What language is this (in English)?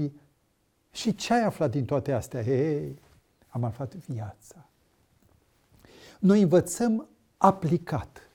Romanian